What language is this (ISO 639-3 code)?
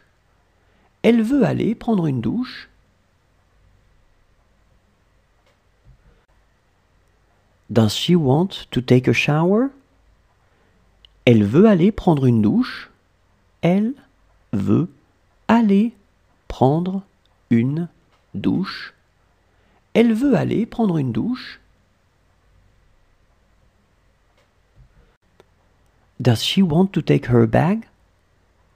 fra